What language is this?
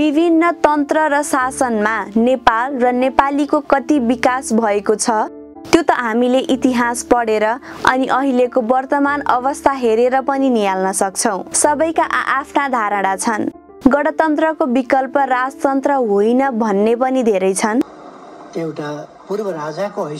Nepali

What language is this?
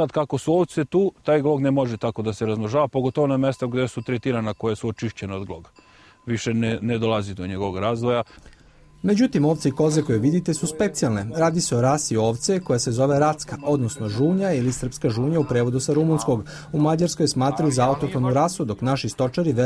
Serbian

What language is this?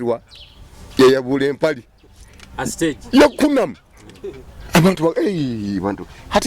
Nyoro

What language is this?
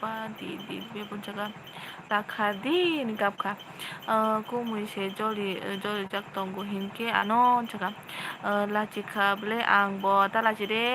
Kok Borok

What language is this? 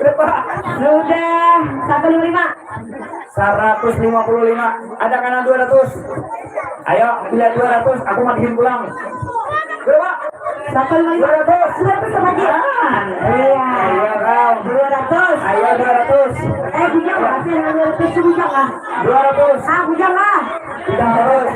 Banjar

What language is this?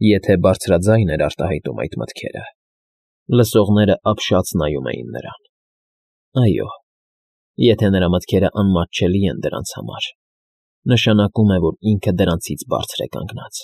Armenian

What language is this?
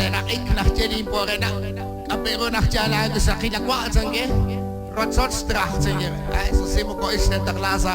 Kekchí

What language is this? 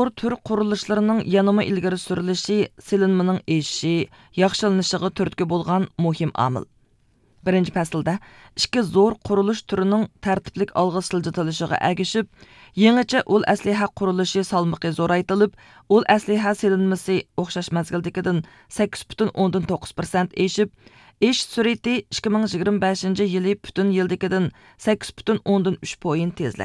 Uyghur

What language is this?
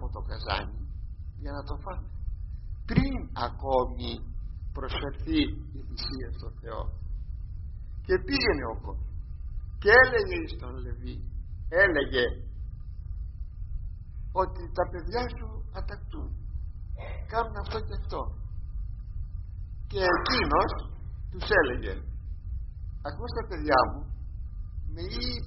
Greek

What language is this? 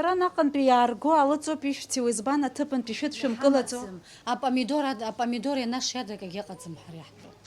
Abkhazian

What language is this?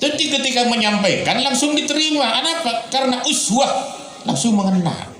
Madurese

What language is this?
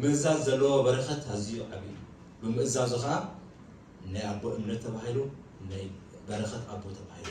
Tigrinya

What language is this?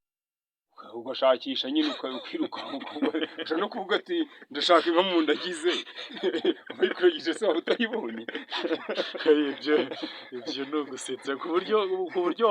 Kinyarwanda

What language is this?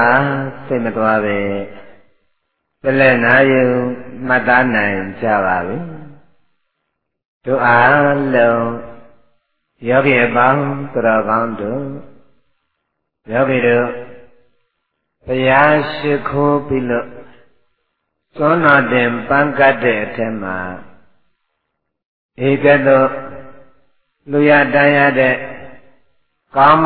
Burmese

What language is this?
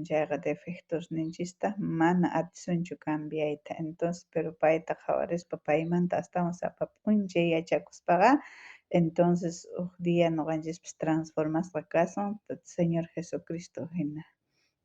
South Bolivian Quechua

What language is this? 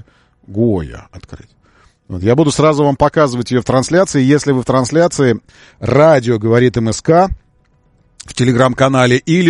Russian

